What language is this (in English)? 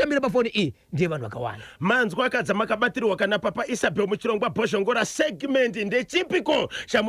Shona